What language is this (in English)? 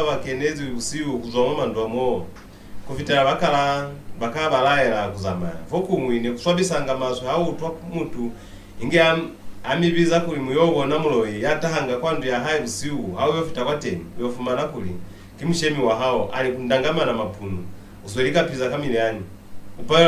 Lozi